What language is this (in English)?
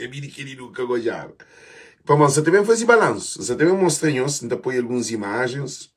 Kabuverdianu